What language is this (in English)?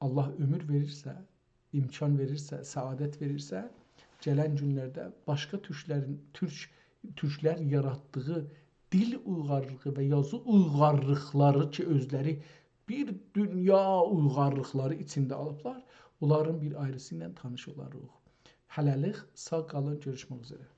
South Azerbaijani